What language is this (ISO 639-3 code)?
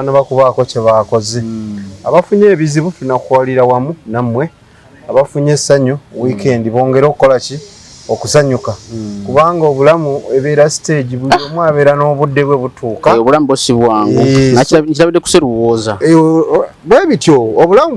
lug